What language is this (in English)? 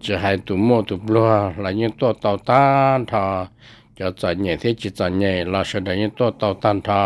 Hmong